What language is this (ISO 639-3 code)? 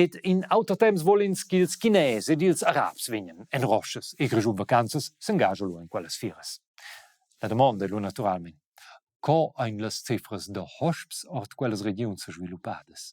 roh